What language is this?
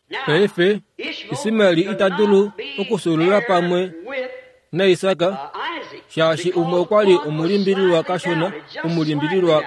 Kuanyama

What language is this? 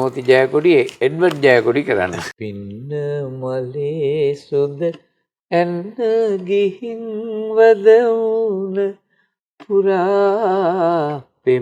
Sinhala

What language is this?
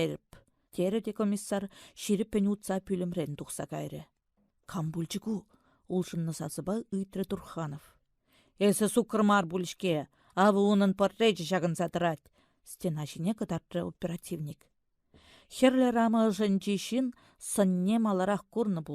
Chuvash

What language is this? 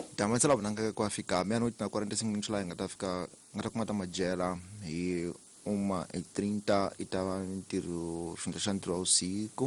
Tsonga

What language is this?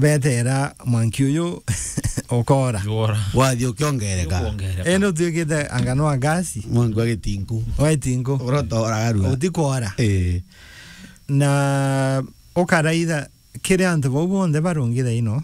Meru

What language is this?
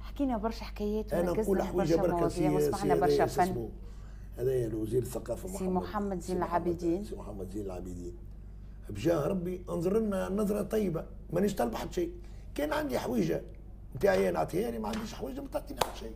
Tunisian Arabic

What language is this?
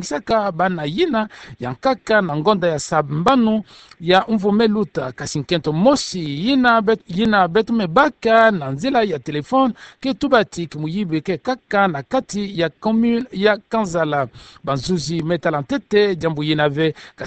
Kituba (Democratic Republic of Congo)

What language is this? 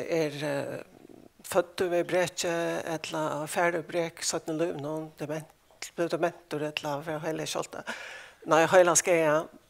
Faroese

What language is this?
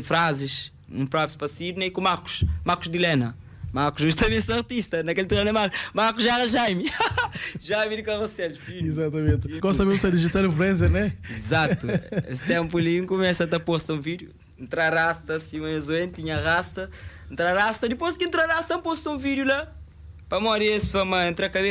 Kabuverdianu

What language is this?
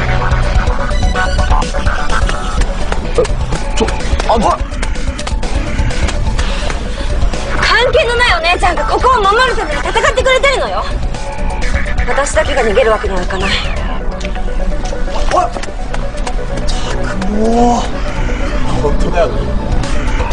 Japanese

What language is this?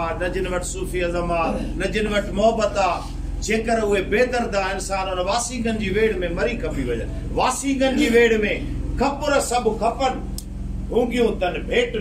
Sindhi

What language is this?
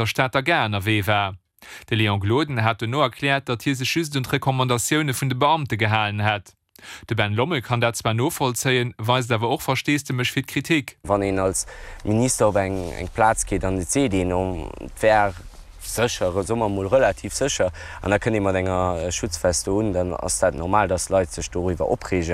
Luxembourgish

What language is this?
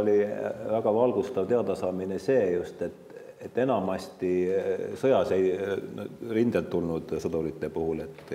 Estonian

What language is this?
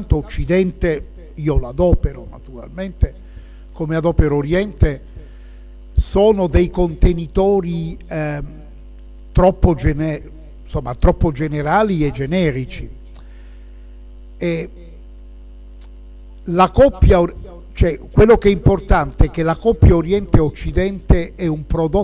Italian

